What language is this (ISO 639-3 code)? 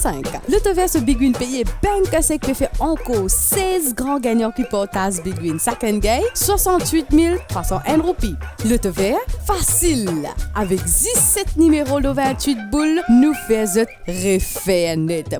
mfe